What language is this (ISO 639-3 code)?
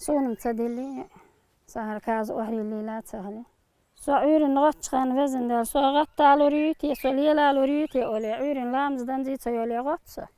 che